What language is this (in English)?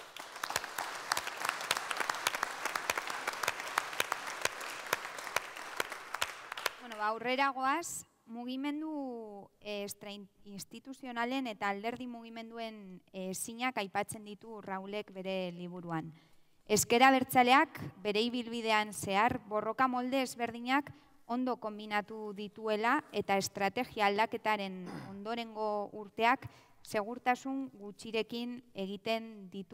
Basque